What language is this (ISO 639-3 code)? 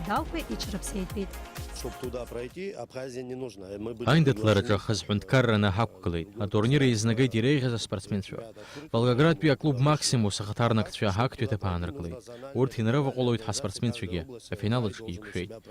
abk